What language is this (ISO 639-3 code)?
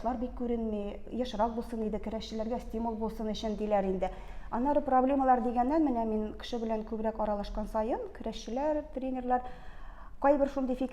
tat